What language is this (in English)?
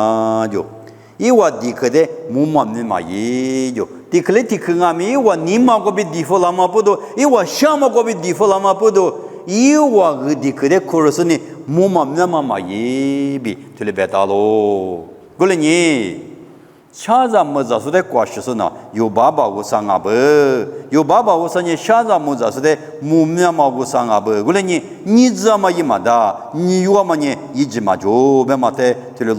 Lisu